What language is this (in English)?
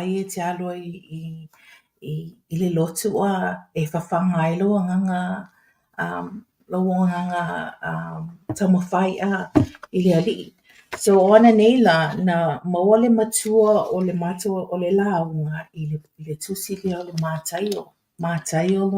Samoan